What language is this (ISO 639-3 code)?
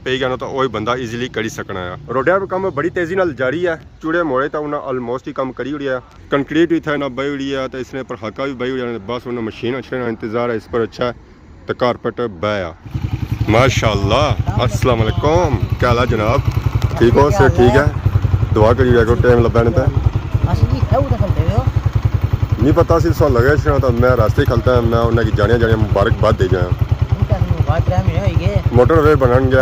phr